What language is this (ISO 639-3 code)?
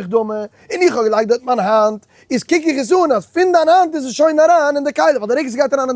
yid